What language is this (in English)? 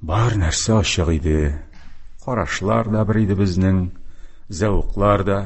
Tatar